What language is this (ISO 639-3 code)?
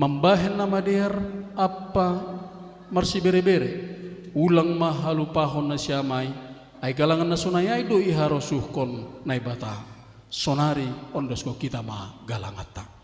bts